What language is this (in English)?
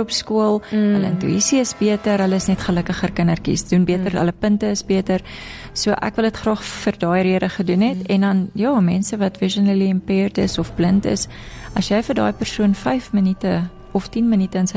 Afrikaans